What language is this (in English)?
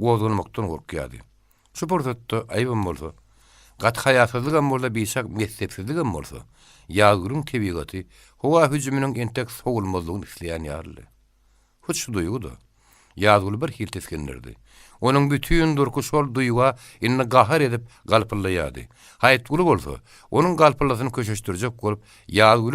Turkmen